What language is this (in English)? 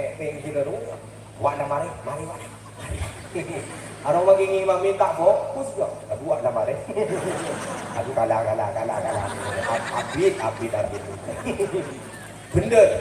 Madurese